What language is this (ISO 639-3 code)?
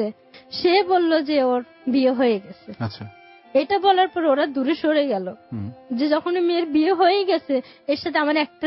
ben